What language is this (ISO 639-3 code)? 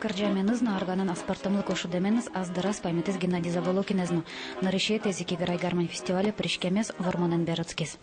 udm